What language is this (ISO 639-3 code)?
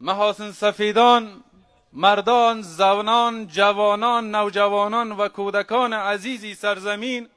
fas